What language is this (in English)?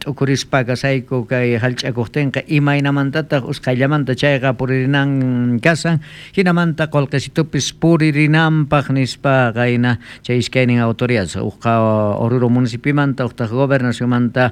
South Bolivian Quechua